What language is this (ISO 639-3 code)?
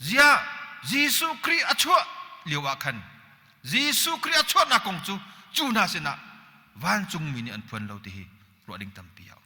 cnh